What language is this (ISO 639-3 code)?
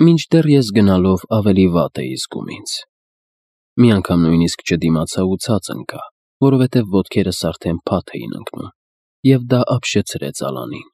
hye